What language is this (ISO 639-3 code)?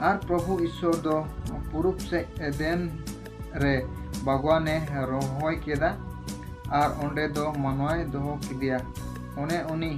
sat